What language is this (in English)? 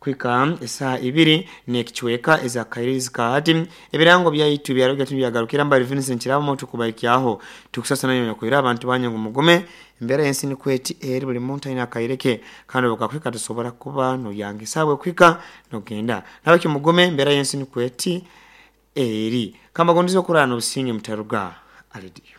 Nyoro